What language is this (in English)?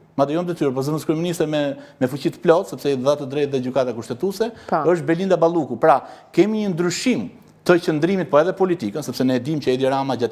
Albanian